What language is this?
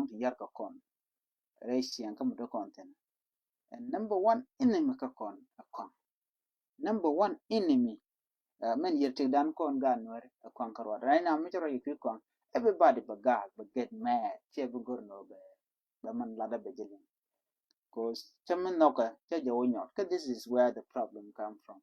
Nuer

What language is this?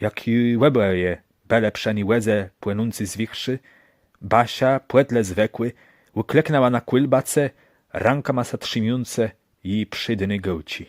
Kashubian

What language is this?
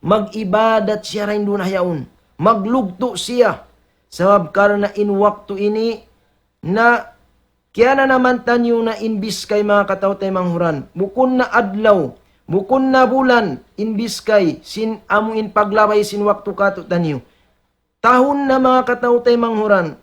Tausug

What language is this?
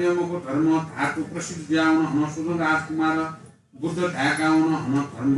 Newari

